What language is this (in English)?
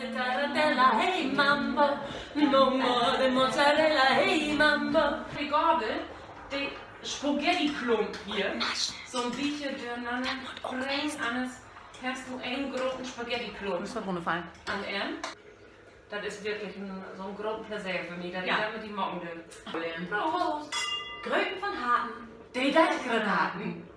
Low German